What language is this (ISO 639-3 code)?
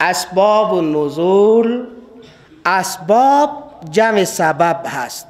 fas